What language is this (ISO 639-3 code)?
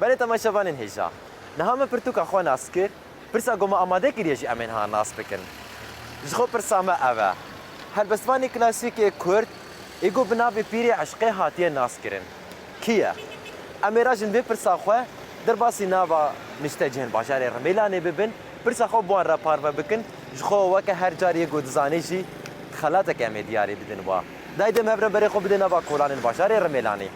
kur